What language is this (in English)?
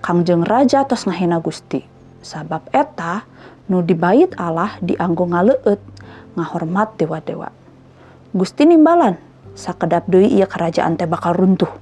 Sundanese